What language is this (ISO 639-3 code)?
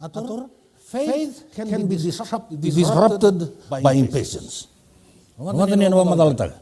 fij